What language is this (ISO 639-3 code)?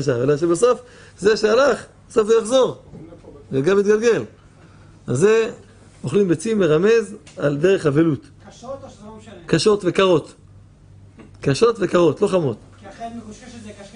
heb